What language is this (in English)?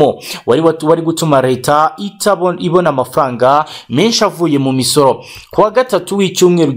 Kinyarwanda